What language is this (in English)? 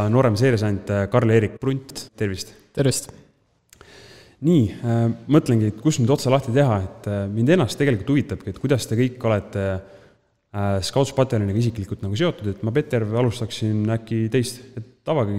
Estonian